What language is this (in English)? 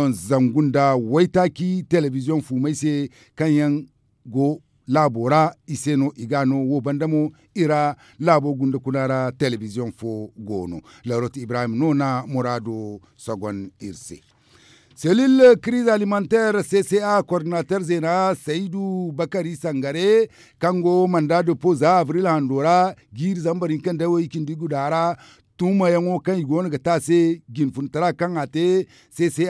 Zarma